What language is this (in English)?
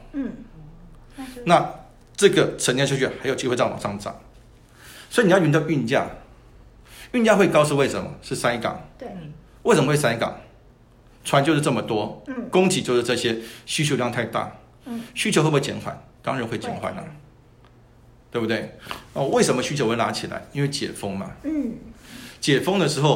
Chinese